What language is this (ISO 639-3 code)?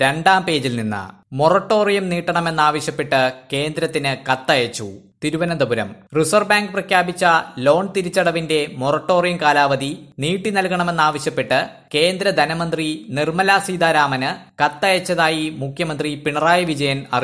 mal